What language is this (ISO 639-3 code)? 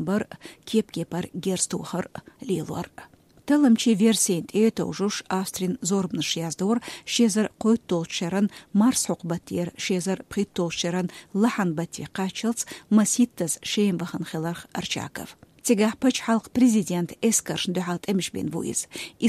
che